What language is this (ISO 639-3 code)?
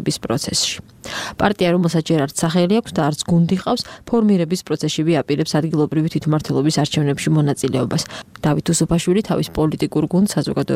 kat